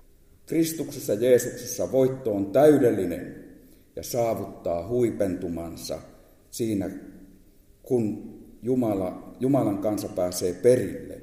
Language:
Finnish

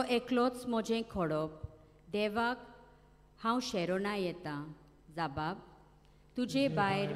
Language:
Konkani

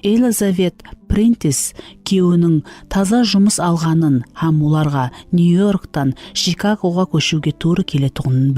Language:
Kara-Kalpak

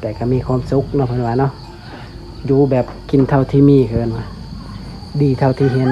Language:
Lao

